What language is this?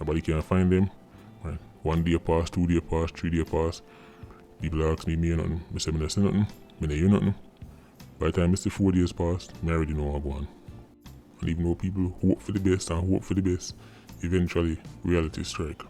Jamaican Creole English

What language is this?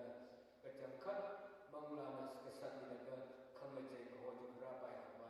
Tangkhul Naga (India)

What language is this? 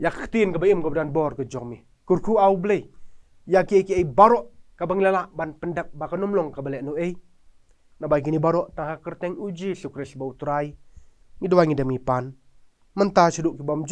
Khasi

